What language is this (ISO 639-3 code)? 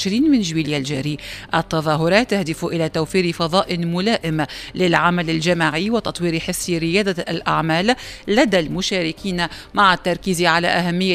aeb